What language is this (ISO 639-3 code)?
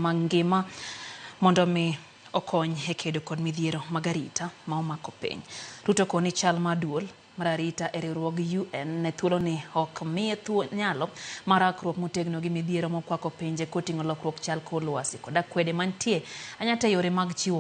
luo